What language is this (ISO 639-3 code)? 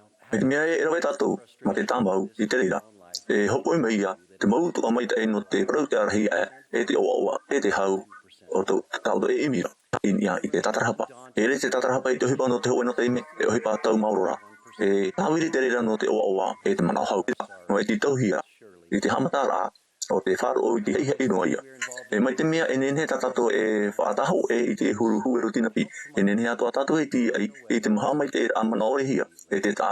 tah